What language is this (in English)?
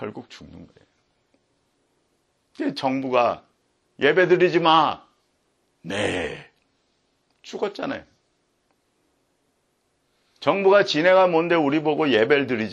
Korean